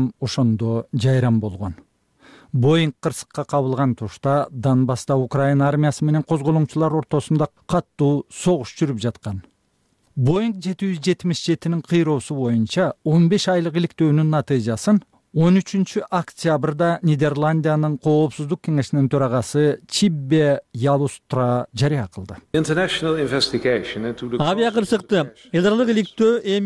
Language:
Kyrgyz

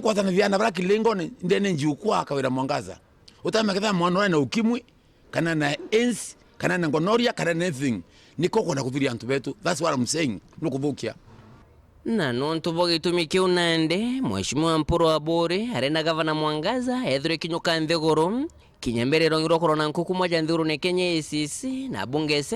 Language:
Meru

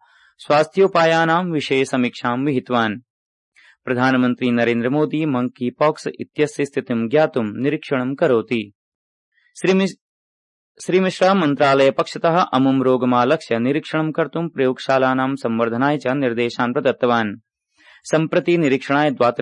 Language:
Sanskrit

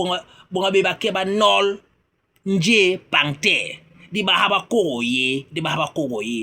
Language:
Basaa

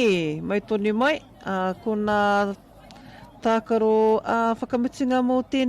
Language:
Māori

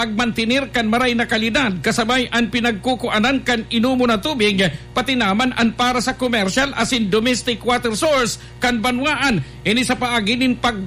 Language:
Bikol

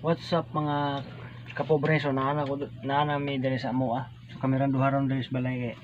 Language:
Cebuano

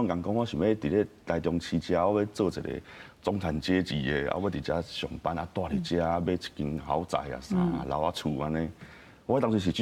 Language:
Min Nan Chinese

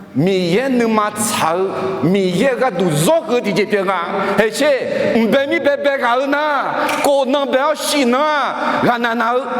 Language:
Akha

